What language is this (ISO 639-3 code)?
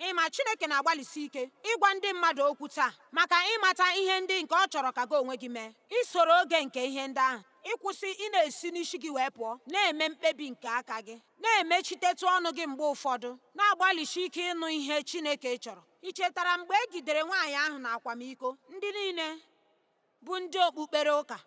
ibo